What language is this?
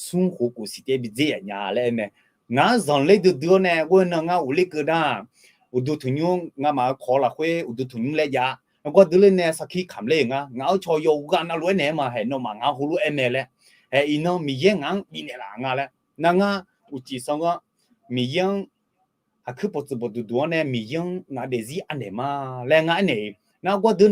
Akha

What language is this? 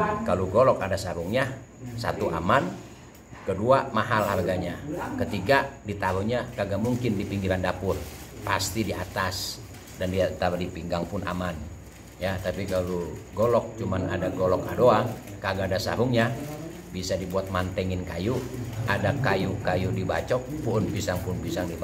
Betawi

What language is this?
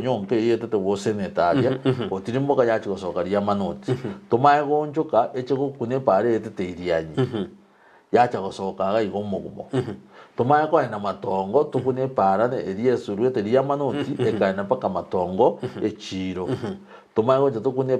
Gusii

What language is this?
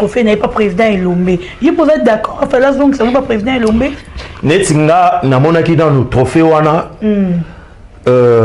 Lingala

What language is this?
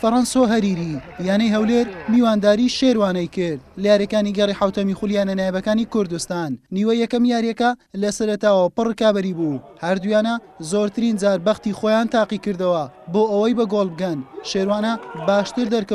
Central Kurdish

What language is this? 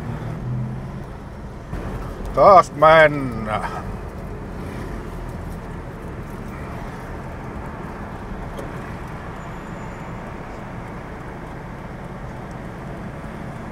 Finnish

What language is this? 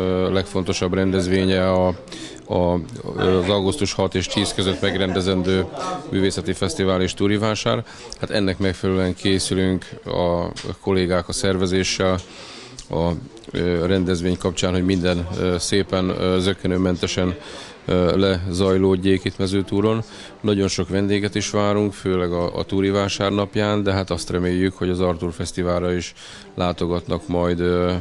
Hungarian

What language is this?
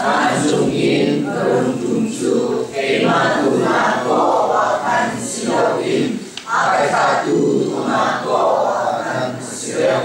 Hakha Chin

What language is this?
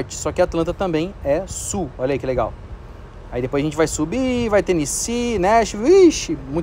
Portuguese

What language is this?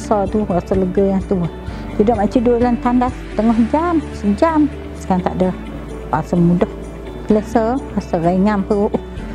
Malay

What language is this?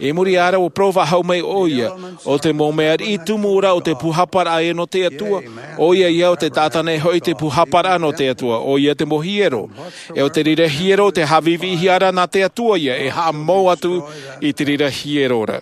Tahitian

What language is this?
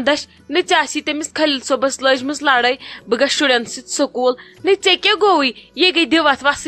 Kashmiri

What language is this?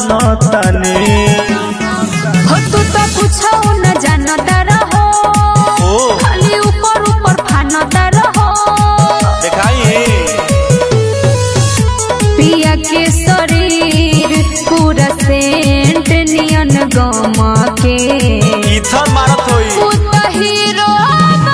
Bhojpuri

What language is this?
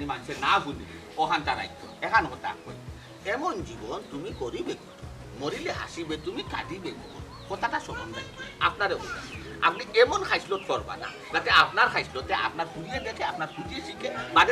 Sylheti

